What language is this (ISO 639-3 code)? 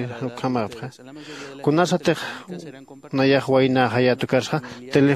aym